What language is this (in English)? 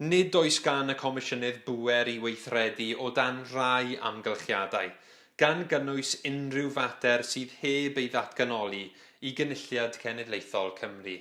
Welsh